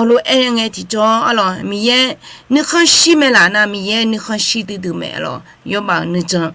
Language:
Akha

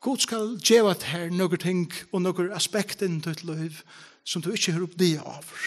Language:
Faroese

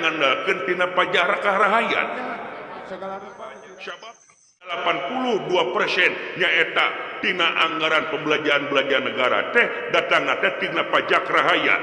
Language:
Sundanese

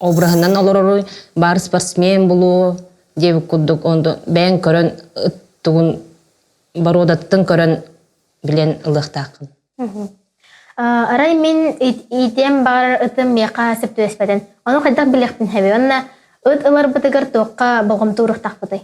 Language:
Yakut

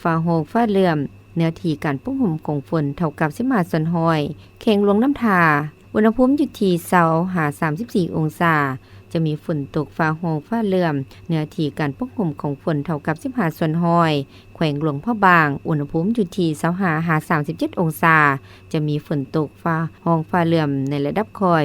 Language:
Lao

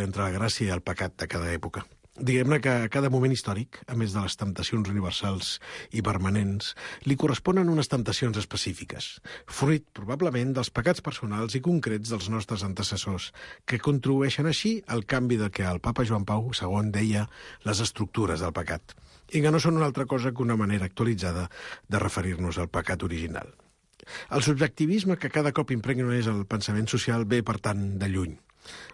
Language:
Catalan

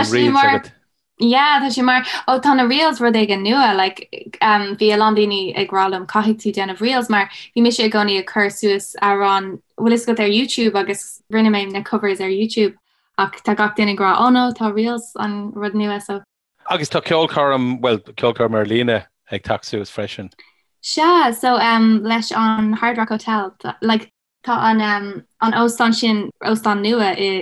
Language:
Irish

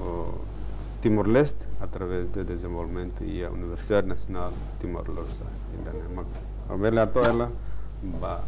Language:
Tetum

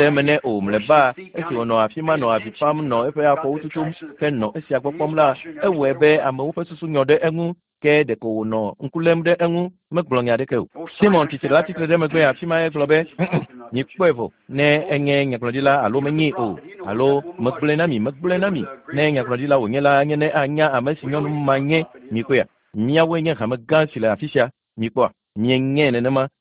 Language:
Ewe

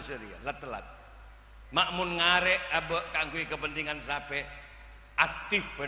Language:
Madurese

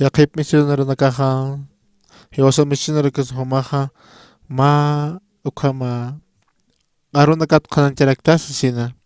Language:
Aymara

